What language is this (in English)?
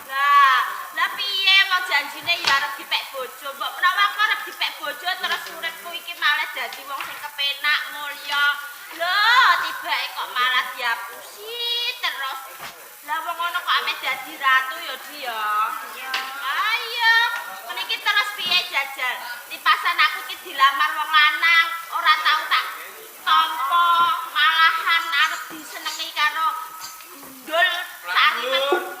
Javanese